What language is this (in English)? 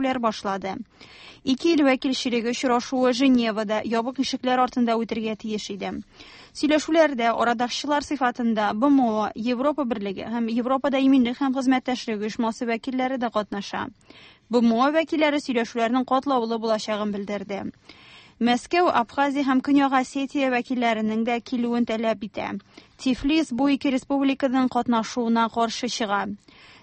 Tatar